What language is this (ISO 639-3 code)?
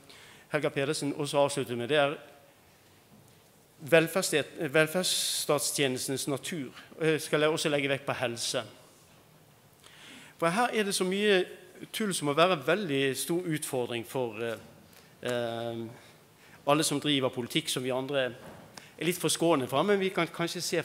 nor